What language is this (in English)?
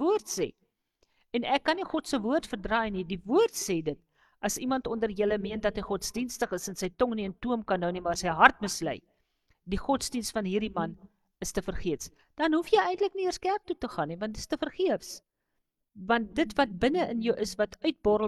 Afrikaans